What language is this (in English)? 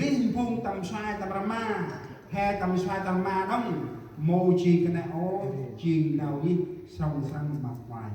Central Mnong